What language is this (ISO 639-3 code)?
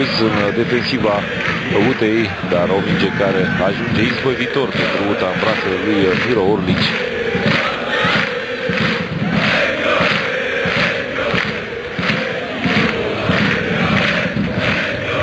ron